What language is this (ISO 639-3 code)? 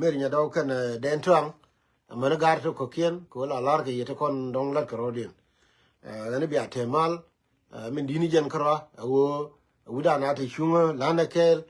nus